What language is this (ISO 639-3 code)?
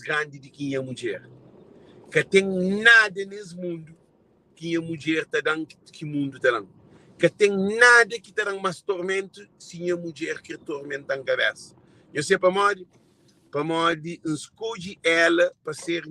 kea